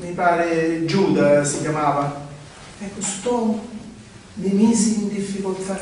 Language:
Sicilian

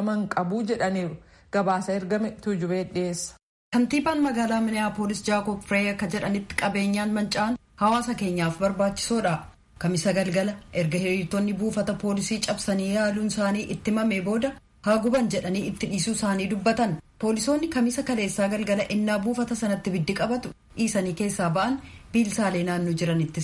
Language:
Oromo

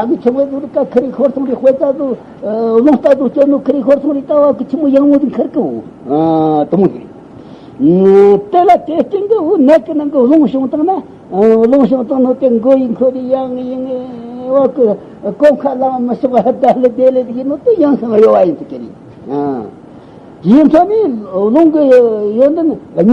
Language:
Tibetan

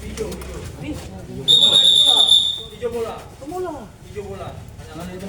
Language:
Ambonese Malay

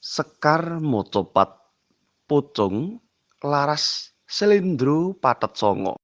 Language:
Javanese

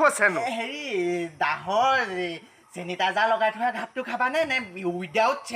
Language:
Assamese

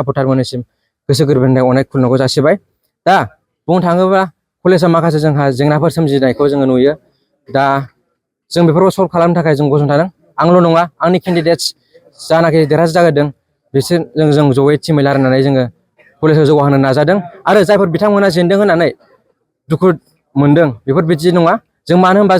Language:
Bodo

